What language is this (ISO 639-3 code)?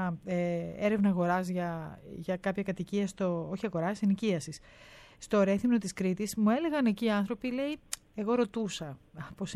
ell